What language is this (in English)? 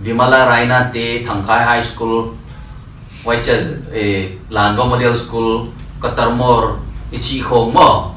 Paite Chin